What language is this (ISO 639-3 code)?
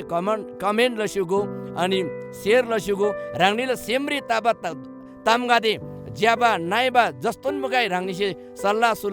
taj